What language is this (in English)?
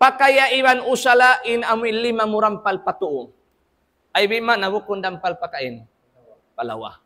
Tausug